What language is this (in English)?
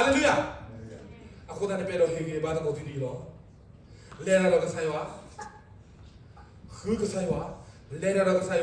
S'gaw Karen